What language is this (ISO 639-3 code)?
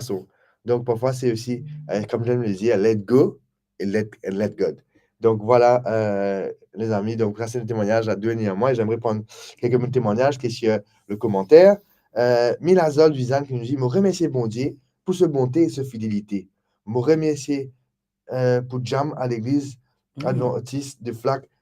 mfe